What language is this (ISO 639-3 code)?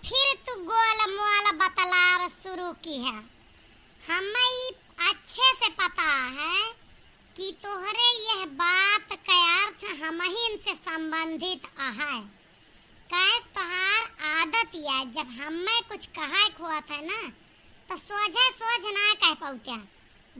awa